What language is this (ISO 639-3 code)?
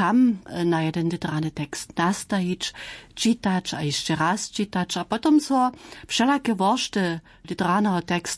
hsb